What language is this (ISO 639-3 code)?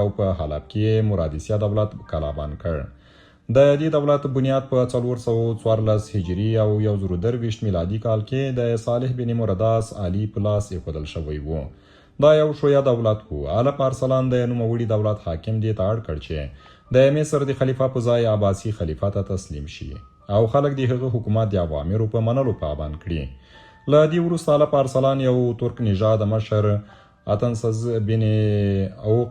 pus